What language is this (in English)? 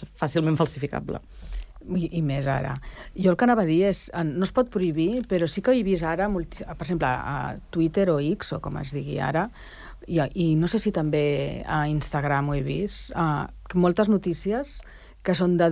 Catalan